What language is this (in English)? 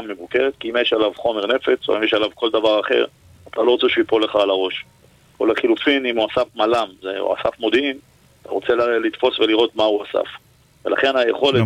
Hebrew